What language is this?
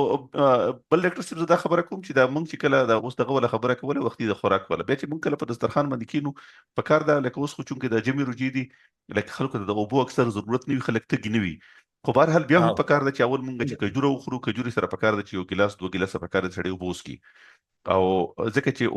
Pashto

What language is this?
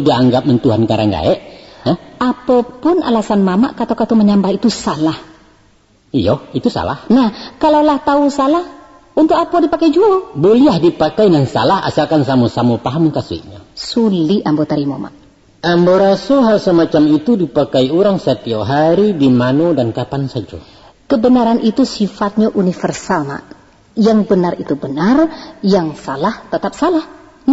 Minangkabau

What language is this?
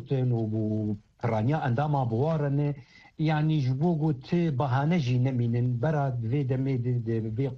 Kurdish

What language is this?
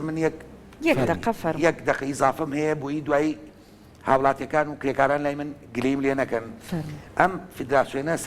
Central Kurdish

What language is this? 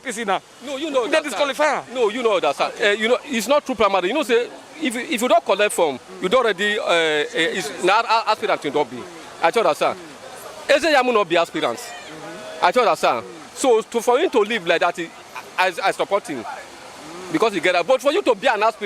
Nigerian Pidgin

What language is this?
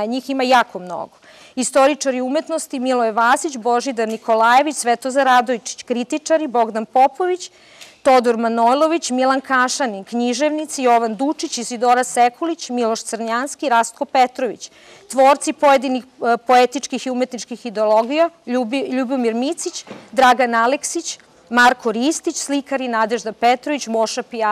Serbian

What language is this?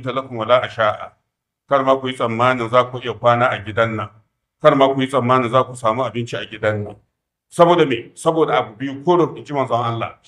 Hausa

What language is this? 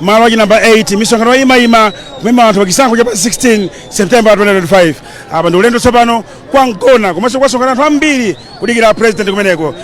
Nyanja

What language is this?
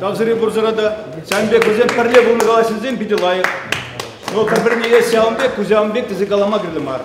Chuvash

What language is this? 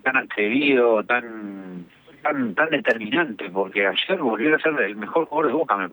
Spanish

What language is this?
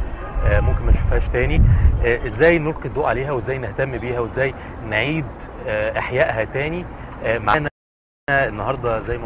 Egyptian Arabic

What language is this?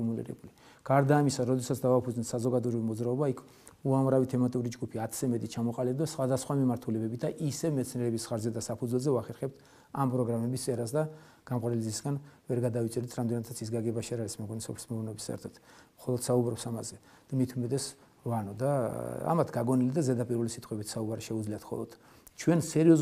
Georgian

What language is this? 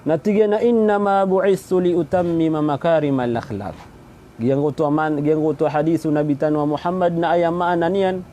Maranao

